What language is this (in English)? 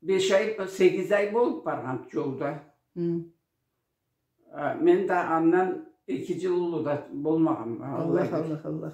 Karachay-Balkar